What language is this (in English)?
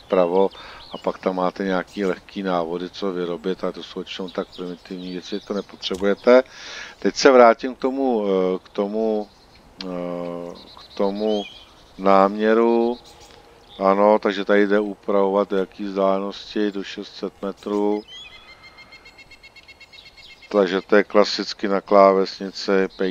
Czech